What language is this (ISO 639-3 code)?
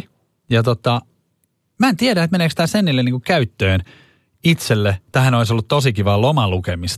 fin